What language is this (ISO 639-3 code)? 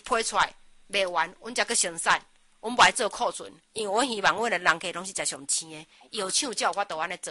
nan